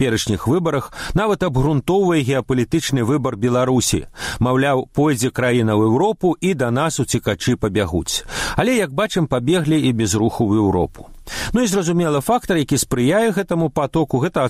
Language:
Belarusian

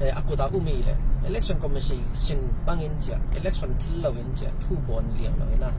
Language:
Falam Chin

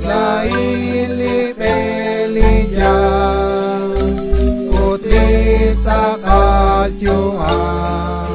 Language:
Kekchí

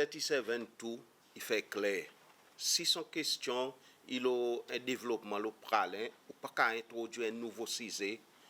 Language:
Seselwa Creole French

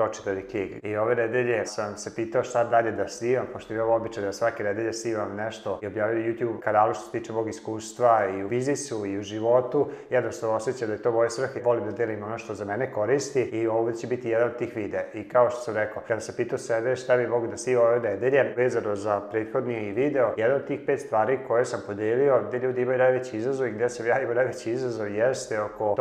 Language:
Serbian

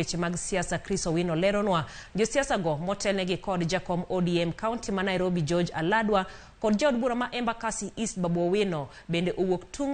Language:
Luo (Kenya and Tanzania)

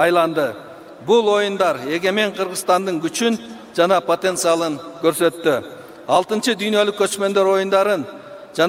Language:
Kyrgyz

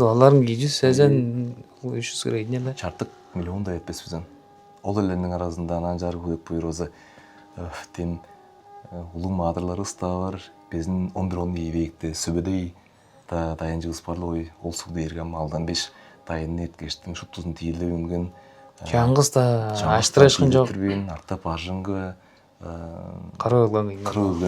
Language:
Tuvinian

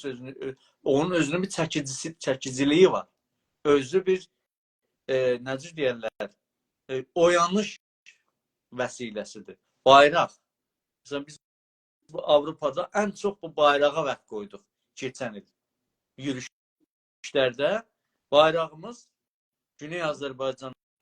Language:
South Azerbaijani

